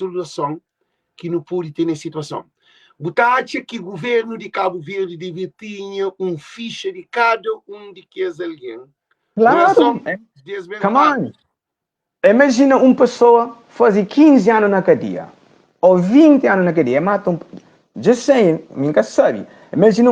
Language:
Kabuverdianu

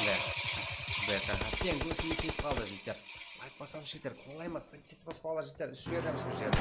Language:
Kara-Kalpak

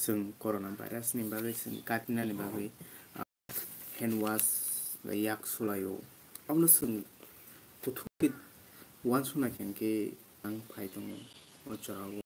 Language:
Kok Borok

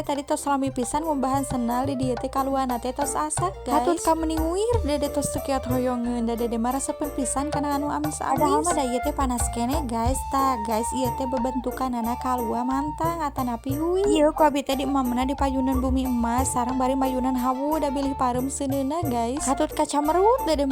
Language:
Sundanese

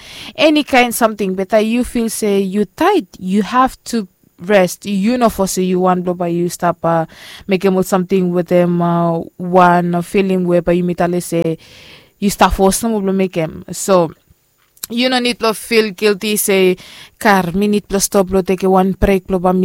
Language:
Bislama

